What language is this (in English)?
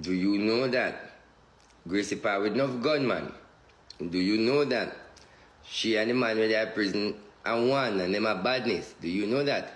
Jamaican Creole English